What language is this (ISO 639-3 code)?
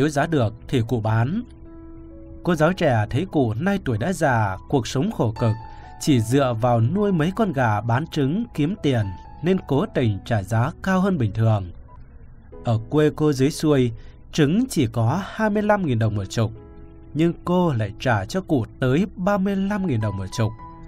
vie